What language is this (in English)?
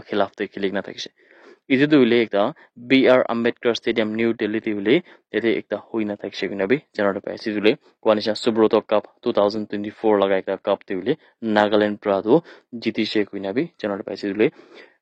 Naga Pidgin